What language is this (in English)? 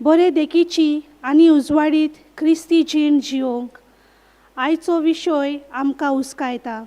Konkani